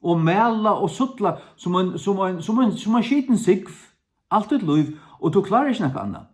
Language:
Faroese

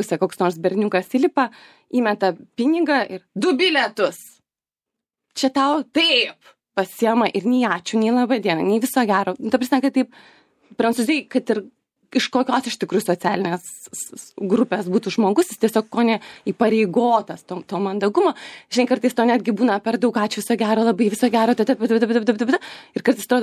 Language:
Lithuanian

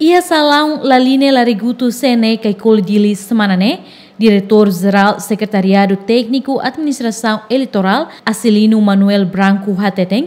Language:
Tetum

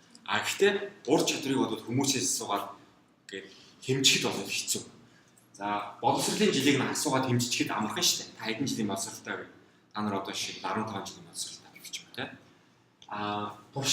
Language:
Mongolian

